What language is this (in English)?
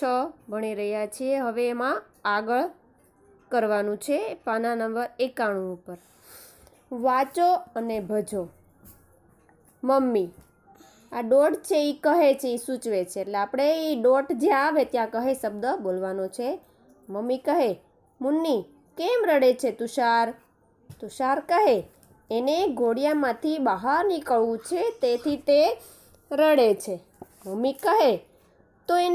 Gujarati